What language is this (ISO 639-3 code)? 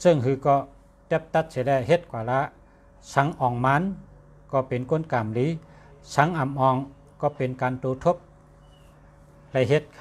shn